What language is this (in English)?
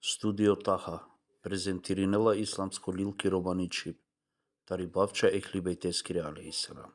Balkan Romani